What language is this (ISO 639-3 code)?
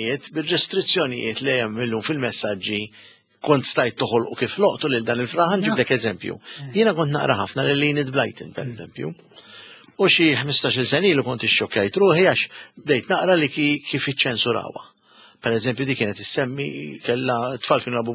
mlt